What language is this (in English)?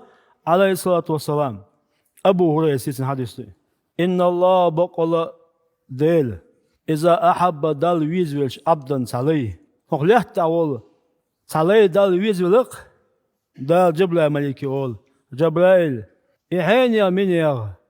Chechen